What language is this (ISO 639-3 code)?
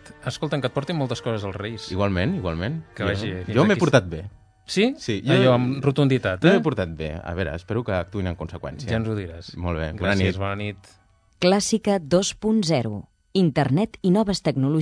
cat